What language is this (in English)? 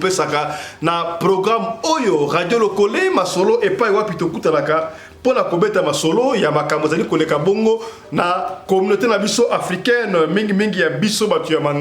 Lingala